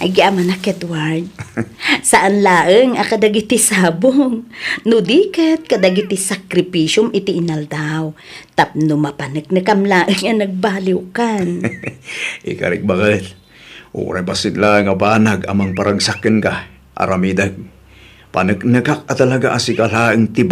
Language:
Iloko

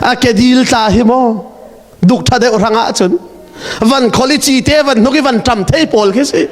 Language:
Hakha Chin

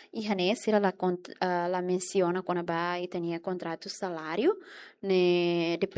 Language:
Tetum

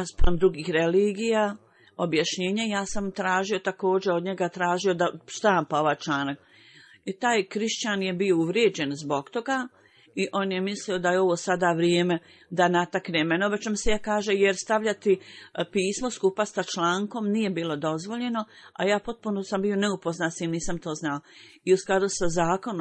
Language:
Bosnian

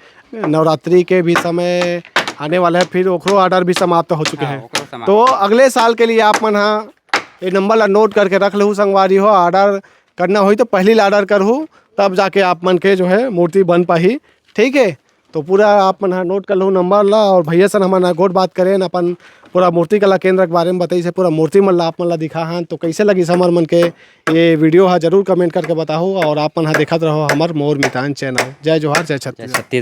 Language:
Chhattisgarhi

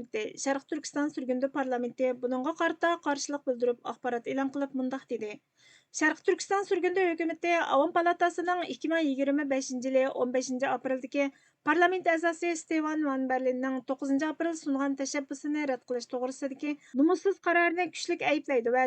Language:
Uyghur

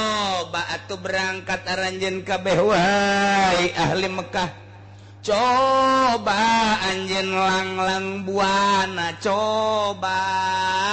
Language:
Sundanese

